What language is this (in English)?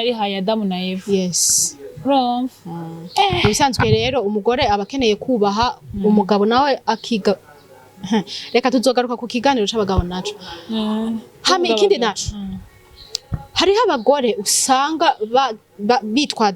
Rundi